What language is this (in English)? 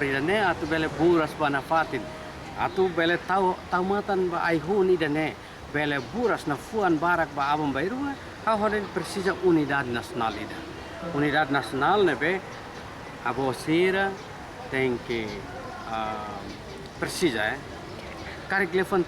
Tetum